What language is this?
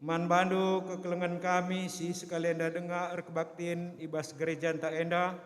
Batak Karo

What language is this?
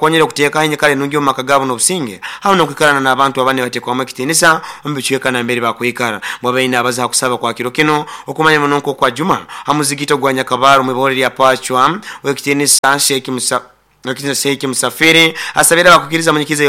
Nyoro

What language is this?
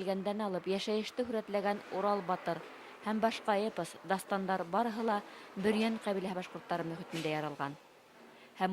Bashkir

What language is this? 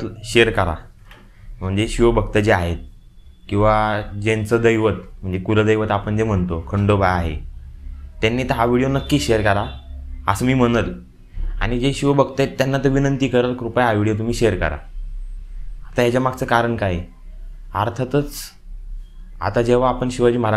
Marathi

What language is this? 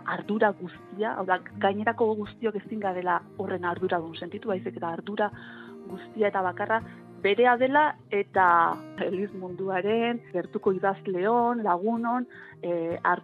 Basque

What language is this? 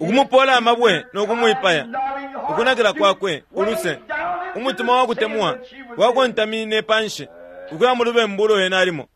Bemba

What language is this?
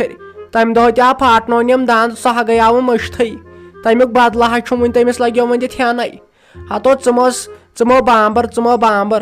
Kashmiri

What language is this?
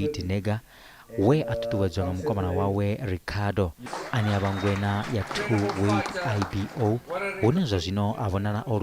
Venda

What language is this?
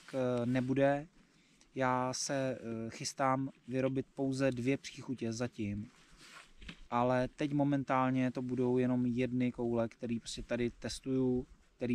Czech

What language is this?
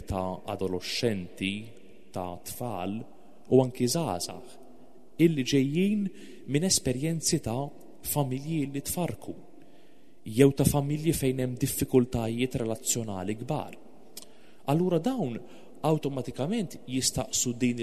Maltese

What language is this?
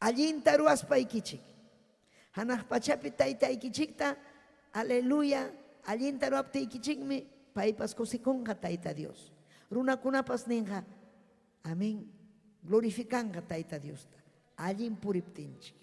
Ayacucho Quechua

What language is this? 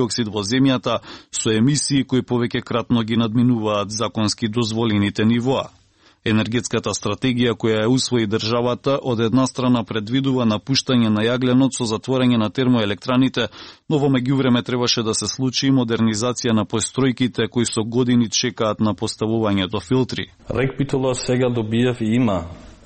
Macedonian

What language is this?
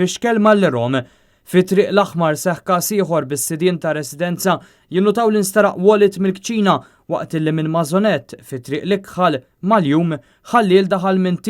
Maltese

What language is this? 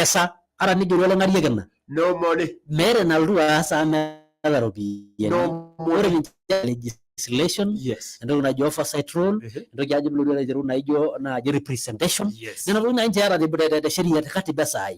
Masai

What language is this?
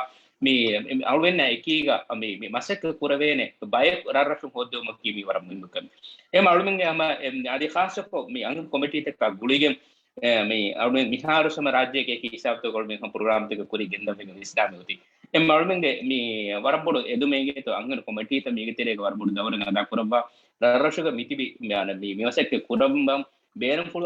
Divehi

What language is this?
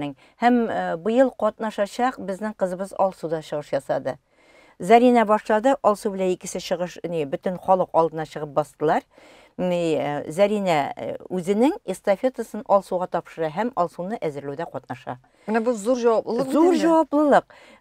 Tatar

